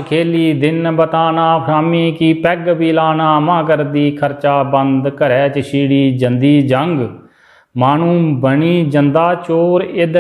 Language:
Dogri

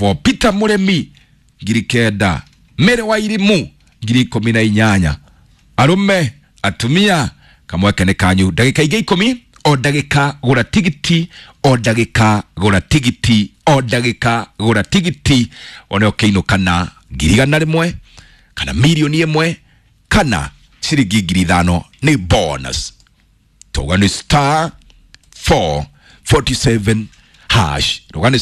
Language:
Kikuyu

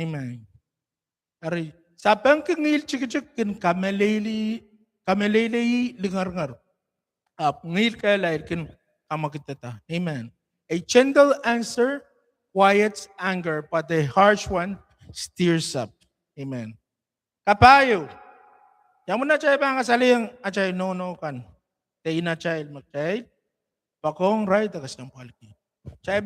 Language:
Pohnpeian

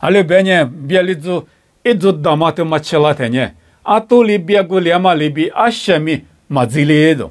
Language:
Lisu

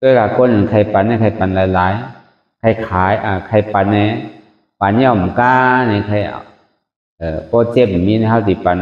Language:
Shan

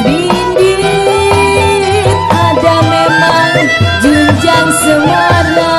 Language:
Betawi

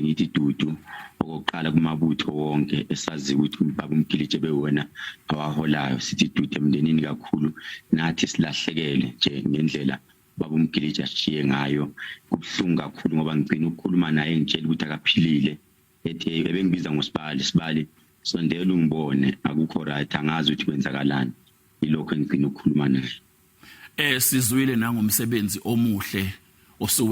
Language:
Zulu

